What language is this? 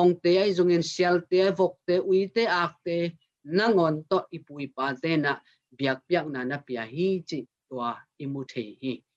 Tedim Chin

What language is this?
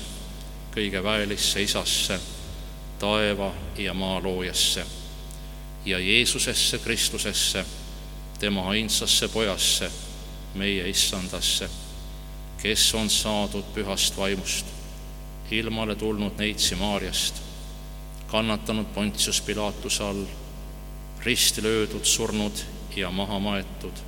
Estonian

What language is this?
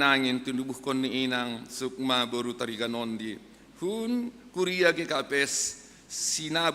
Batak Simalungun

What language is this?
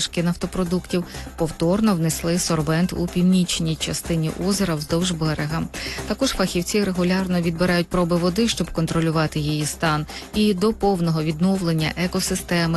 Ukrainian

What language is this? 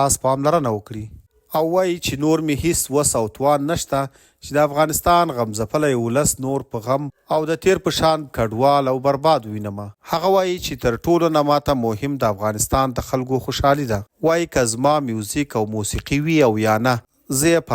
Pashto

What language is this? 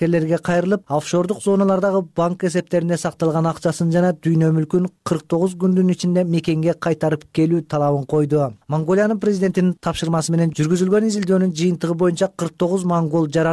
Kyrgyz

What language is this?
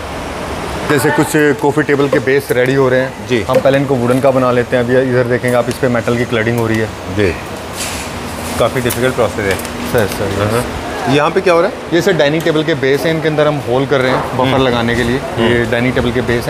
Hindi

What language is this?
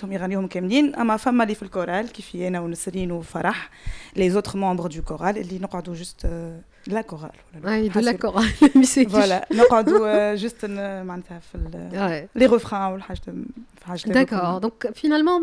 Tunisian Arabic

